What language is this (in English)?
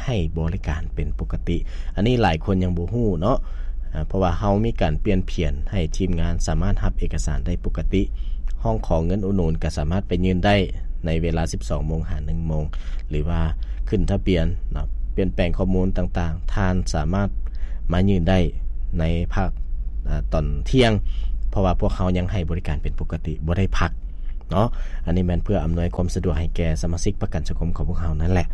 Lao